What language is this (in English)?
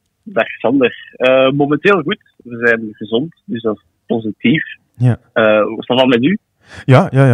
Dutch